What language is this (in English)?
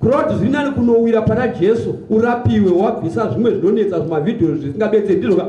Shona